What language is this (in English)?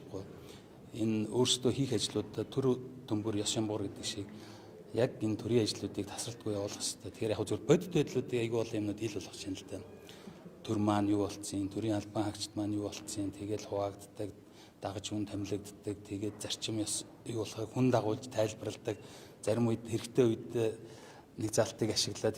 Mongolian